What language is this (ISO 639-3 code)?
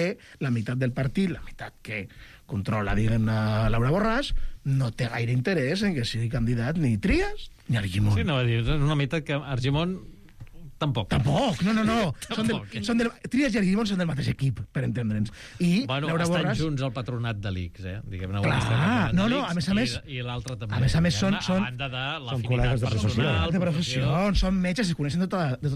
cat